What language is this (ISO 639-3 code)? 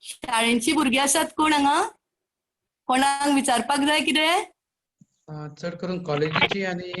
kok